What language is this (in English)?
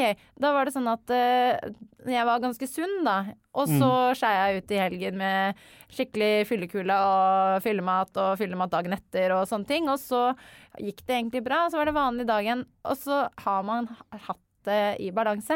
Norwegian